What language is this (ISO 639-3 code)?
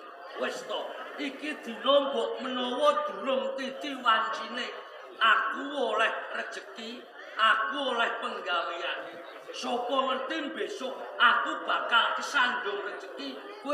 jav